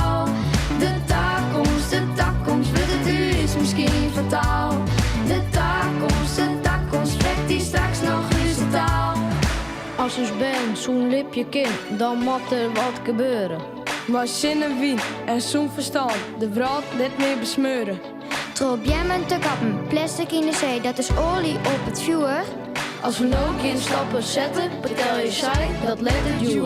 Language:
Western Frisian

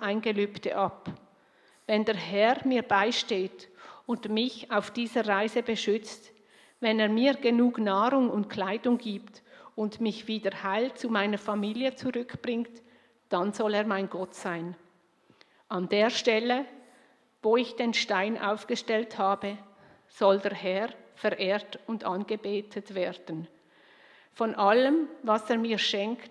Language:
Swiss German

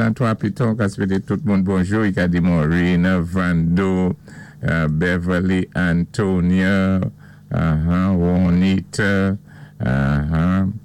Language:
Saint Lucian Creole French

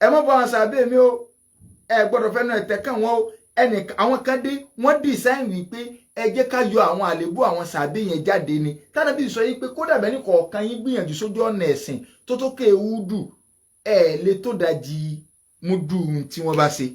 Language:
Yoruba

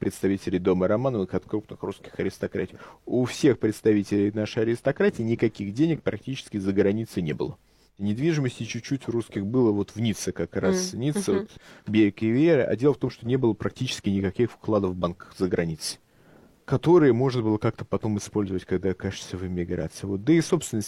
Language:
Russian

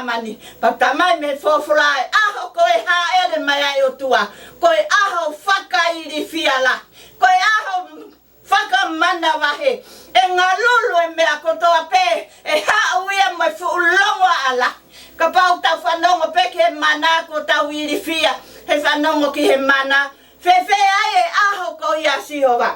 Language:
Tongan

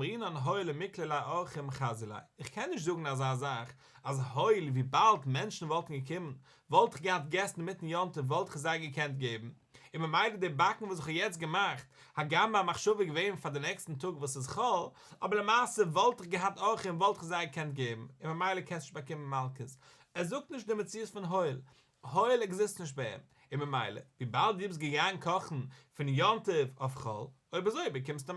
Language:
Yiddish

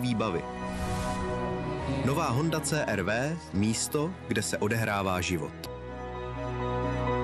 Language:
Czech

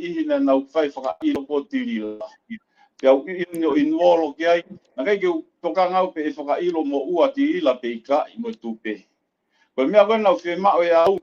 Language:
Tongan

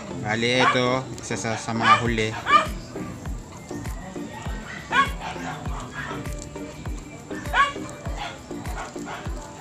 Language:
Filipino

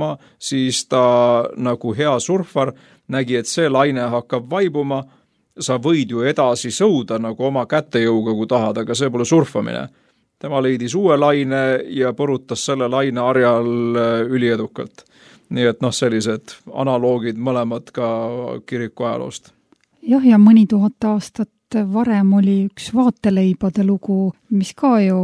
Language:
Estonian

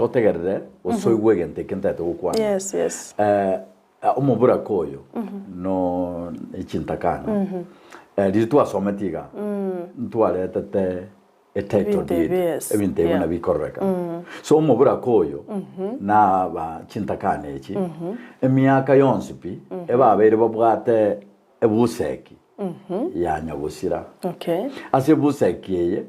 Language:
Gusii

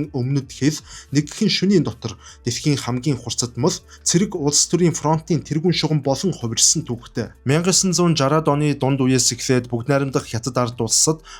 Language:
Mongolian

